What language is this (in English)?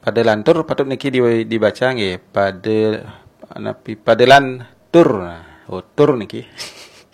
Balinese